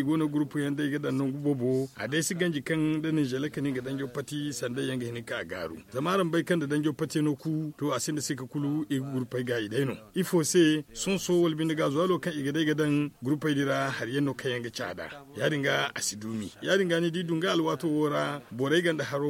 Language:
Zarma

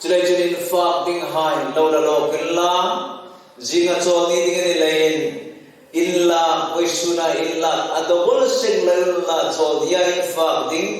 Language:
Hmar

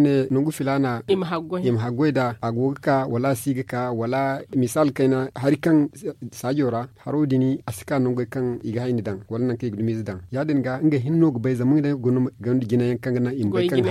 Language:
Zarma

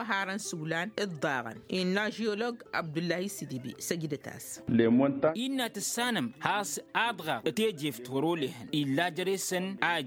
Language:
Tamasheq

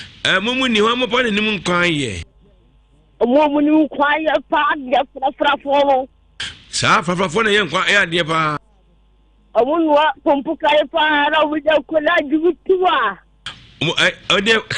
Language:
Akan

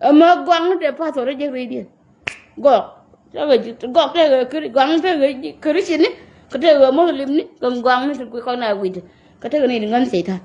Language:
Nuer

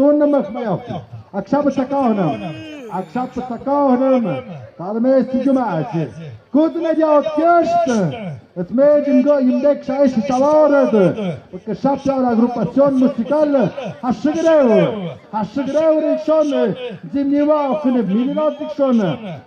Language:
Tlahuitoltepec Mixe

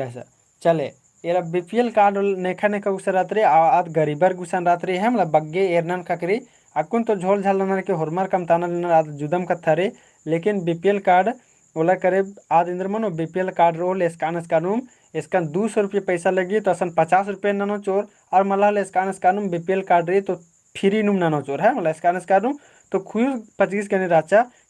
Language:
Kurukh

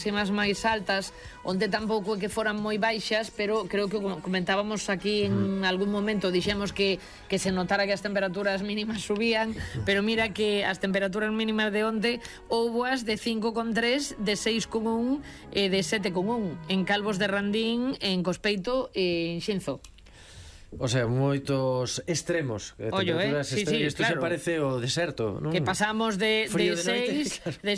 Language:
Galician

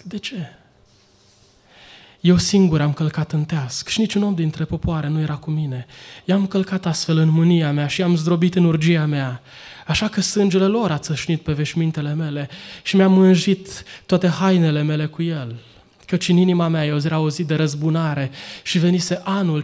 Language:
Romanian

